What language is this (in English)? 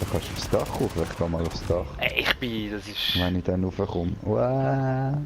Swiss German